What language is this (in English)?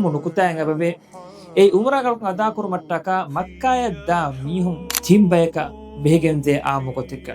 Divehi